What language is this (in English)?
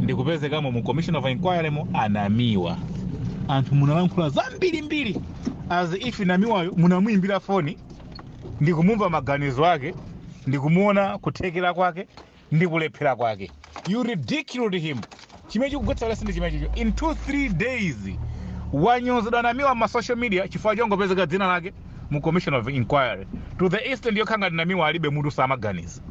Nyanja